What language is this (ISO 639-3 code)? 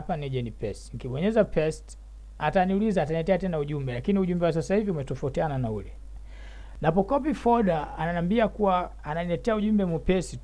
swa